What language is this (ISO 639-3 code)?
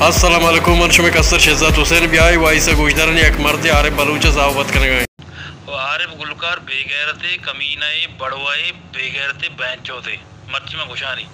bal